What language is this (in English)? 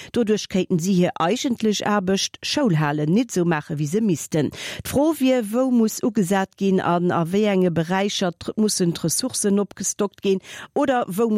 Luxembourgish